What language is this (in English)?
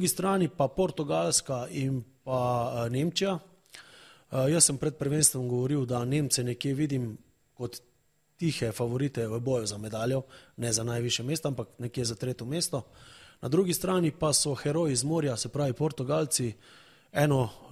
Slovenian